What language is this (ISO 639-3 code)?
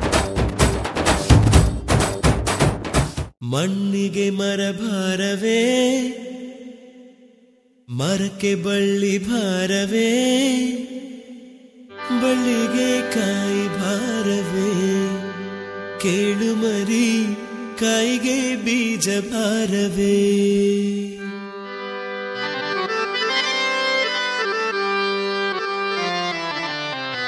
kan